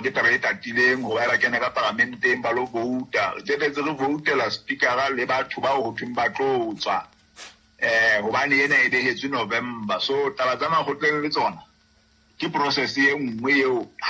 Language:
Southern Sotho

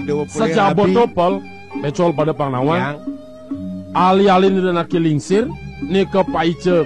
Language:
Balinese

